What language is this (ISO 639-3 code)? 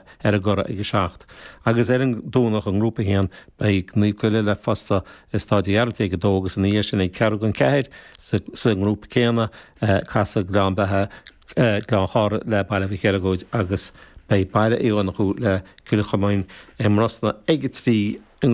gle